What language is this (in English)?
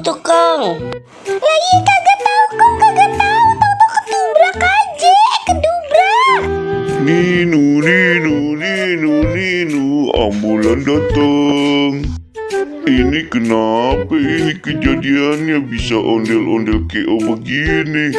Betawi